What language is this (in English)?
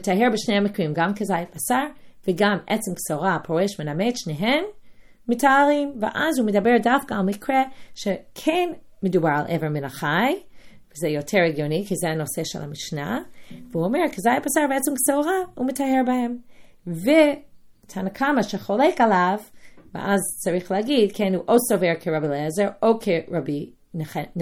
Hebrew